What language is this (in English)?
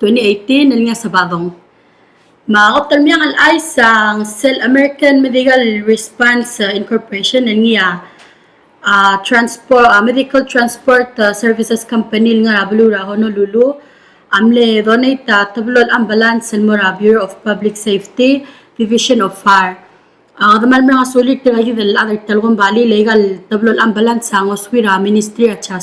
Palauan